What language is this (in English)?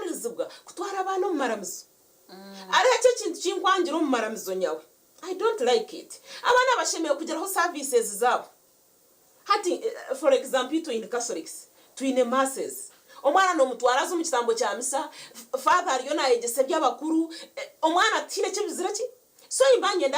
Nyankole